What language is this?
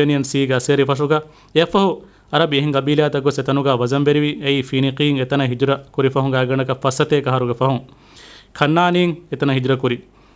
Divehi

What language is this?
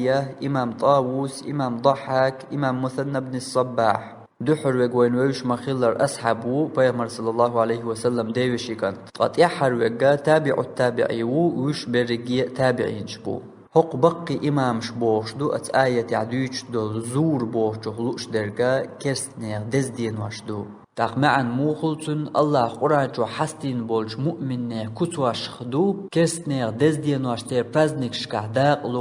Chechen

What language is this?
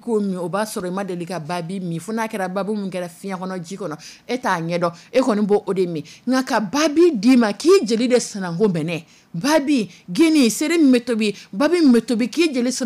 Dyula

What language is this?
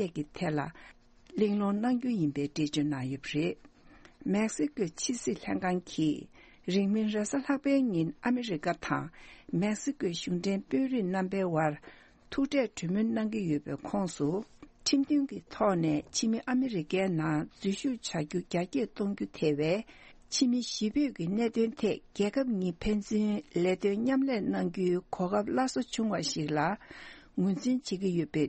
Tibetan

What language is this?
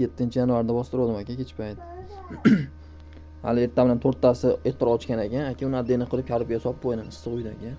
Uzbek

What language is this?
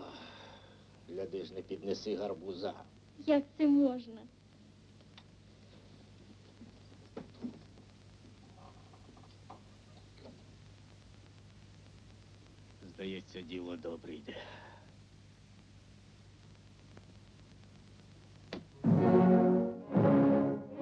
Ukrainian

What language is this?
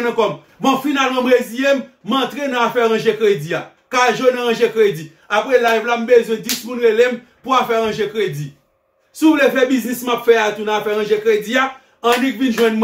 Haitian Creole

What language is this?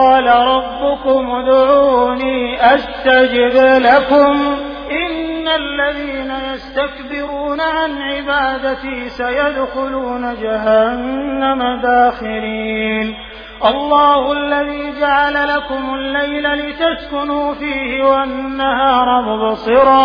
Arabic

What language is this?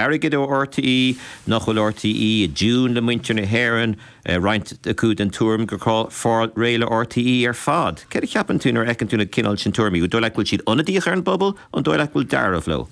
Irish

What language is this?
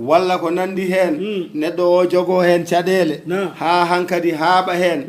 Fula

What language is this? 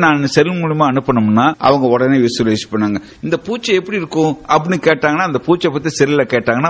Tamil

